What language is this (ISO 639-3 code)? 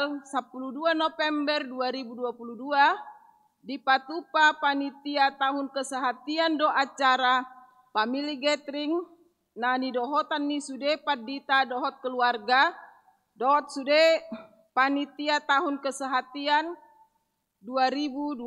bbc